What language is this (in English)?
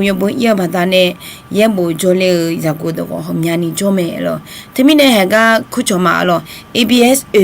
Akha